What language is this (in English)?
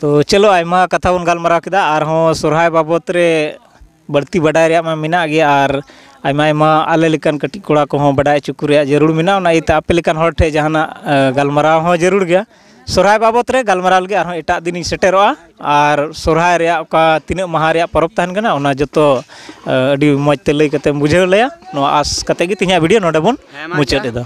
Santali